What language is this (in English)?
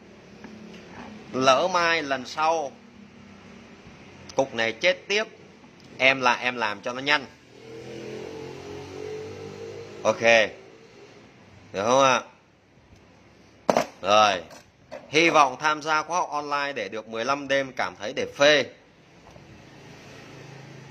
Vietnamese